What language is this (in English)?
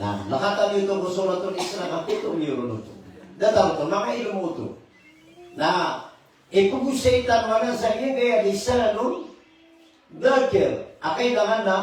Maranao